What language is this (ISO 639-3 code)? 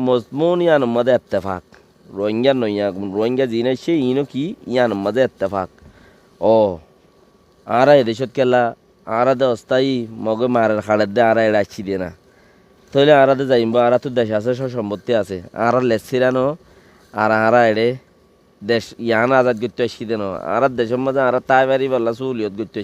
rhg